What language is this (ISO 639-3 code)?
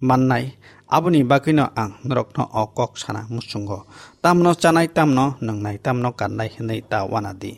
trp